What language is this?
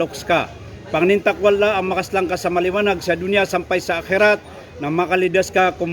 Maranao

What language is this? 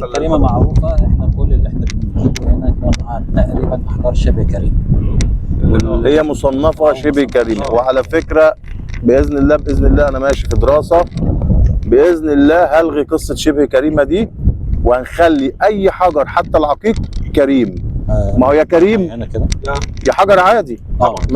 Egyptian Arabic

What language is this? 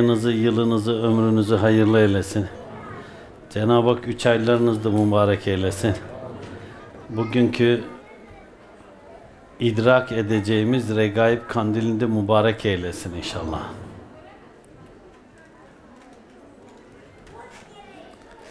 Turkish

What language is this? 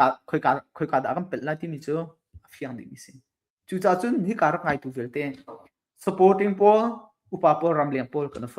Hakha Chin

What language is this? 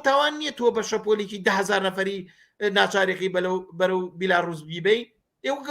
Central Kurdish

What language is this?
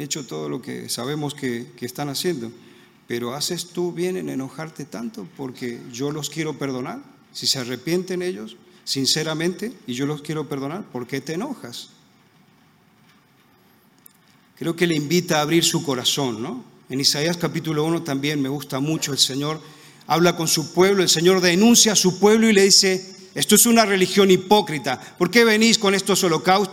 Spanish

